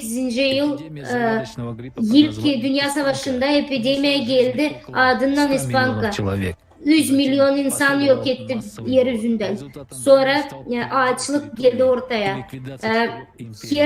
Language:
Gagauz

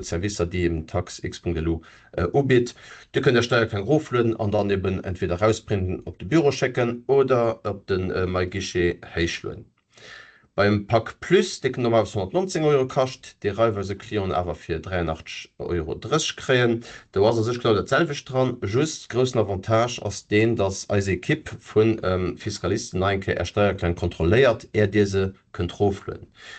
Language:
Luxembourgish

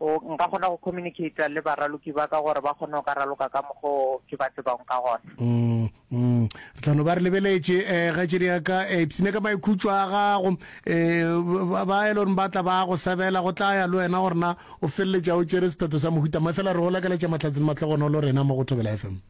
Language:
Northern Sotho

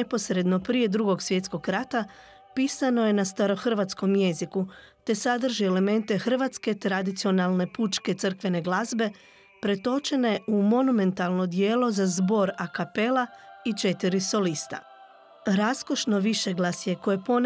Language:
Croatian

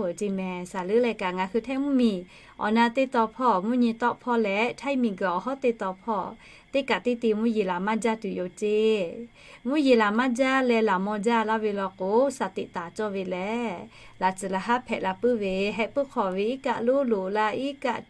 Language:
Lahu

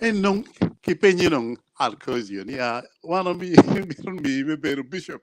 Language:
Acoli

